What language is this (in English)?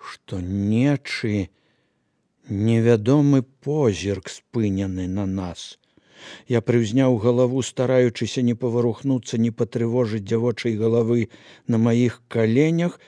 Belarusian